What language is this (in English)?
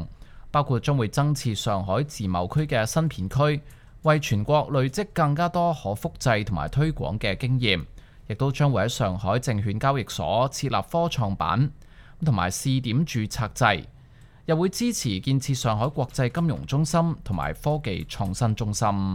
Cantonese